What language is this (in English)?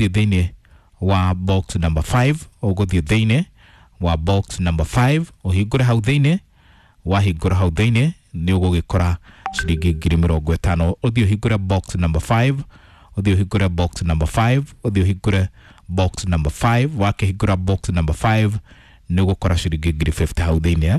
Kikuyu